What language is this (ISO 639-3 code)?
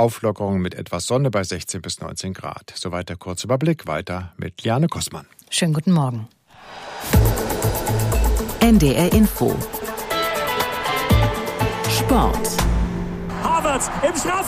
deu